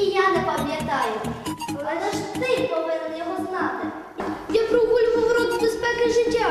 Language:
Ukrainian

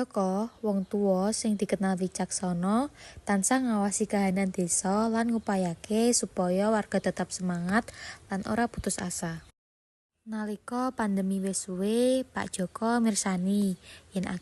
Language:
Javanese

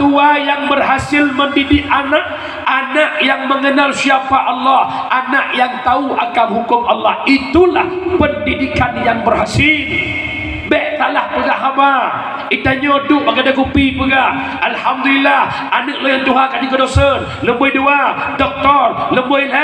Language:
Achinese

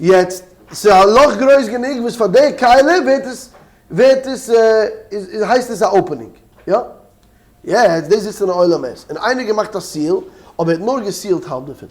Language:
Yiddish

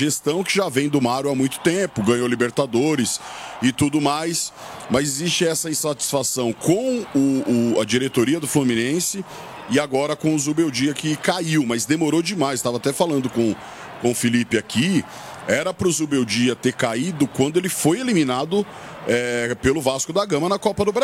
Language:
Portuguese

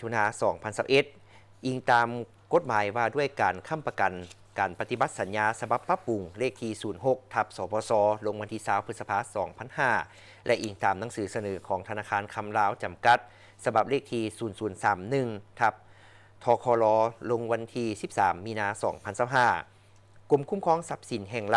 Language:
Lao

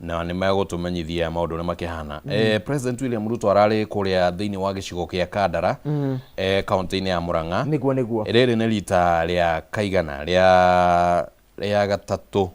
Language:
Kikuyu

